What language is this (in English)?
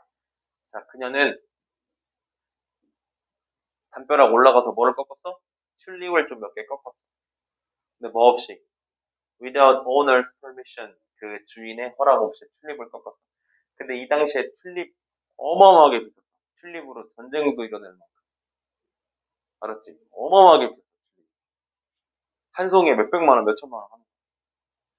Korean